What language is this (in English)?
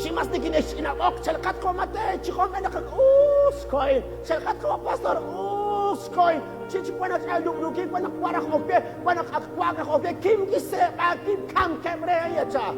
Kekchí